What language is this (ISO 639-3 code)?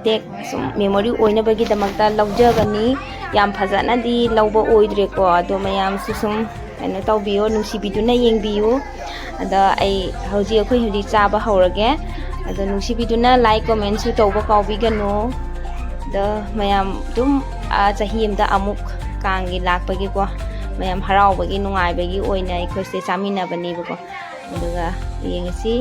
mni